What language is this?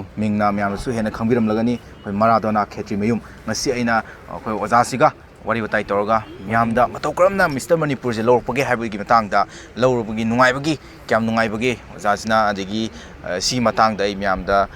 Manipuri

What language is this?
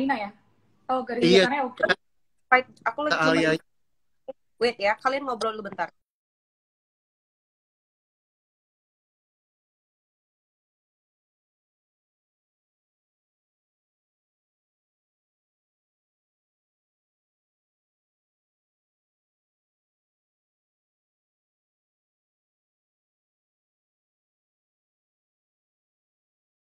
Indonesian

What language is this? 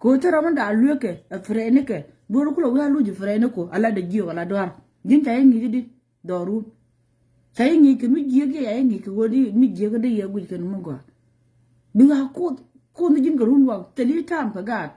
Nuer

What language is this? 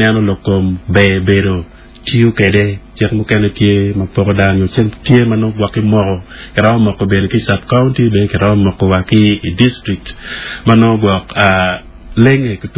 Acoli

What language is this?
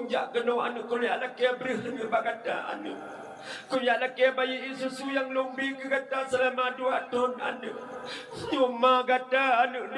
Achinese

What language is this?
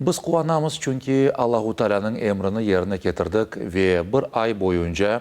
Crimean Tatar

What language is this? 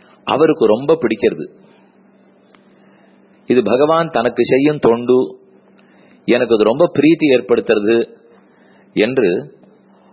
Tamil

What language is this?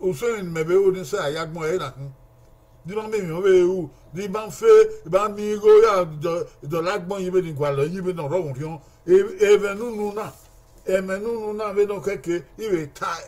Bini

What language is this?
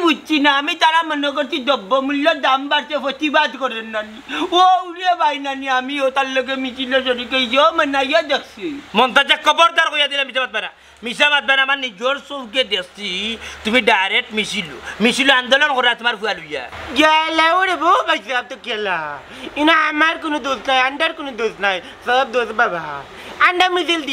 Sylheti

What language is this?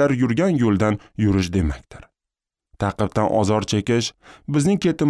Uzbek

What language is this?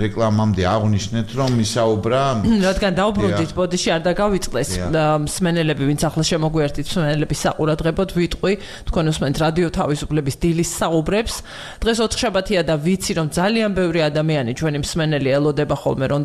Georgian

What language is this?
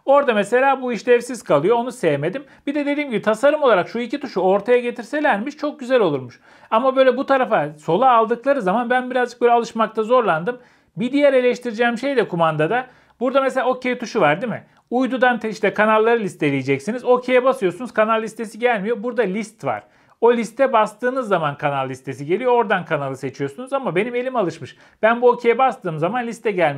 Turkish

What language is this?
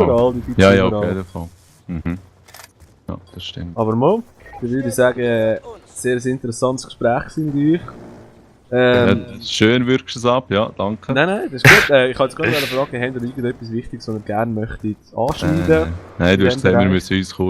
Swiss German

